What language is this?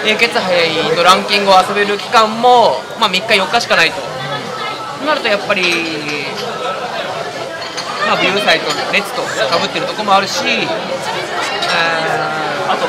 Japanese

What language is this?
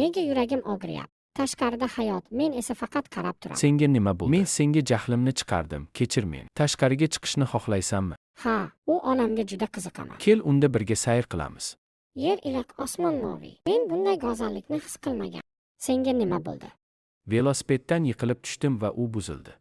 Uzbek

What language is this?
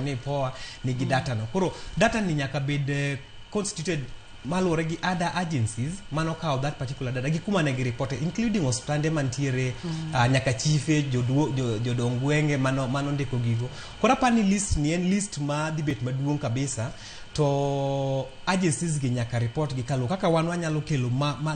Luo (Kenya and Tanzania)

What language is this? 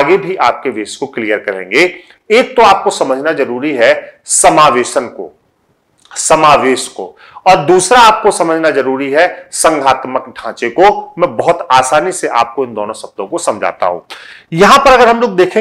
Hindi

